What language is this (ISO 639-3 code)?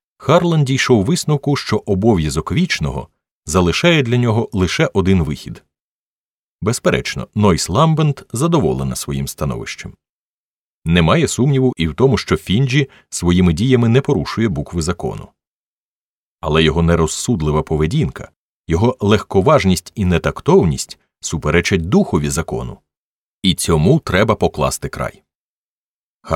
ukr